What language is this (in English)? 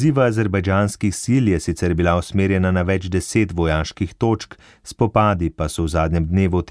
Slovenian